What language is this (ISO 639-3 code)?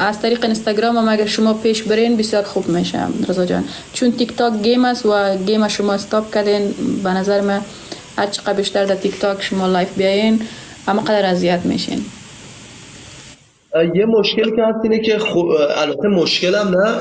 fas